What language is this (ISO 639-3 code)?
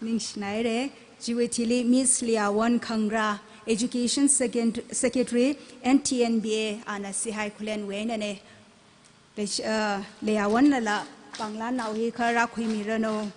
nmf